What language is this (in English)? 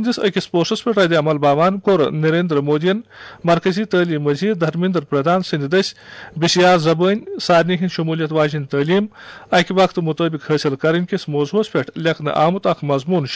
Kashmiri